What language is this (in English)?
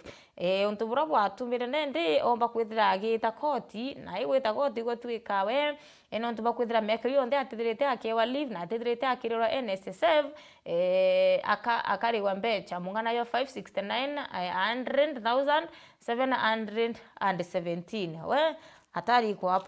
Meru